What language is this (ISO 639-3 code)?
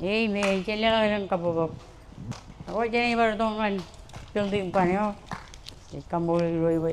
mah